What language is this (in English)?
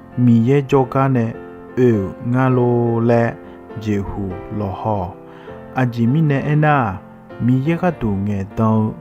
Akha